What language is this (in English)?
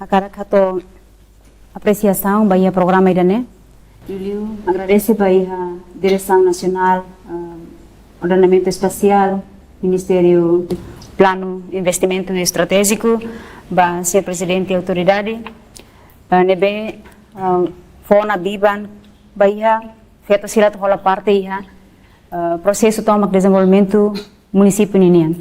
Tetum